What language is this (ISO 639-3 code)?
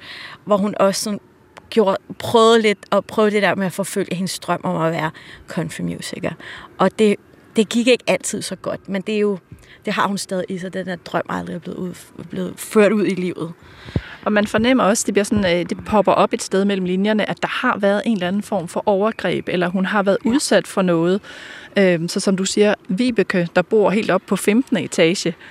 dan